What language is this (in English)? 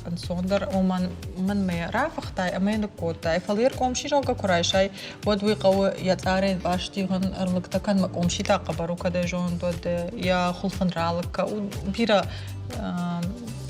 Ossetic